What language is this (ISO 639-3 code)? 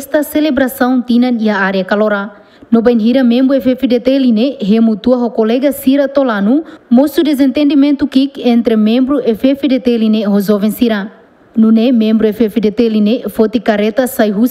tet